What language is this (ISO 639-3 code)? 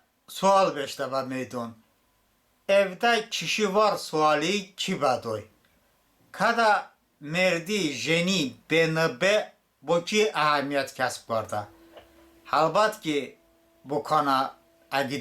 tly